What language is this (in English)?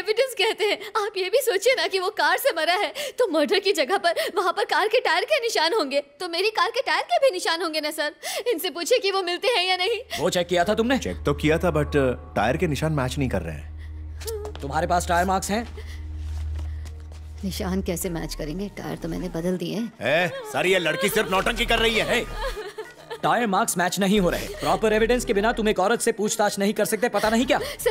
Hindi